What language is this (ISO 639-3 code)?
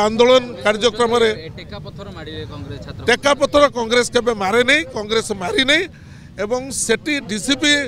ori